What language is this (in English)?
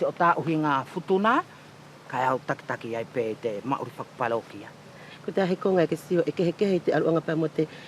Wallisian